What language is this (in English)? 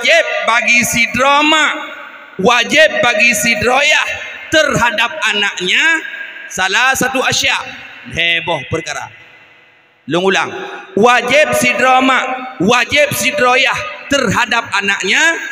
Achinese